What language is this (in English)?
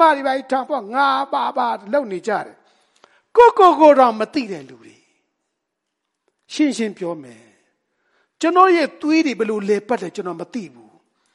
Burmese